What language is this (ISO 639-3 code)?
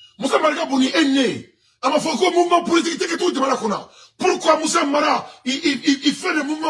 bam